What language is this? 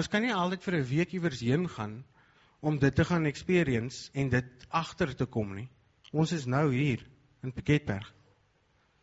Afrikaans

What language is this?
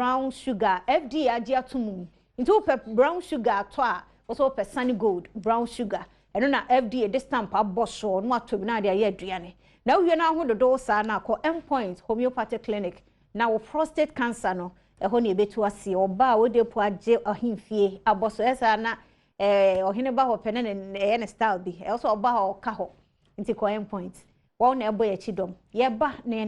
Akan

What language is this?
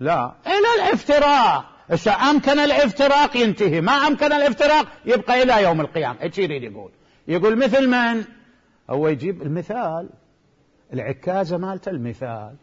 Mesopotamian Arabic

